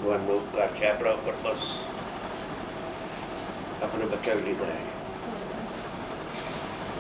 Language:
Gujarati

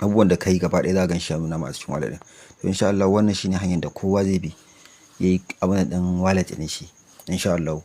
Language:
Hausa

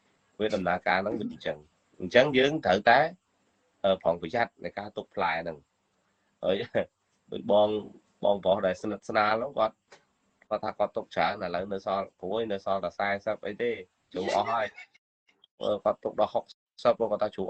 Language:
Khmer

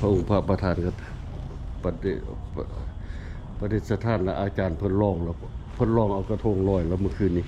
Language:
Lao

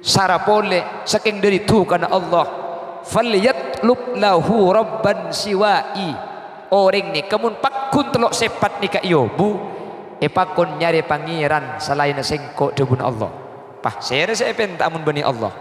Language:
Madurese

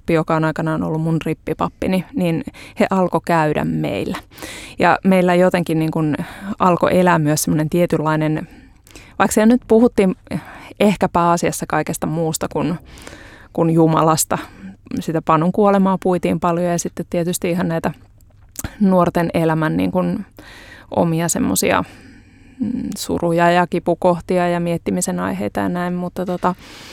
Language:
Finnish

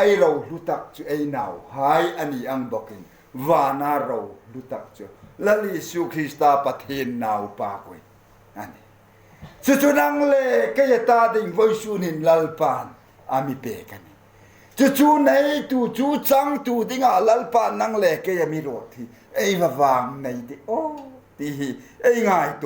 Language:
Hmar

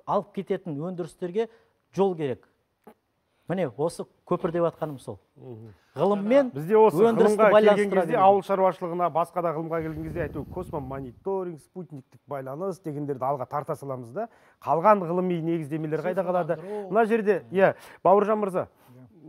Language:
Kazakh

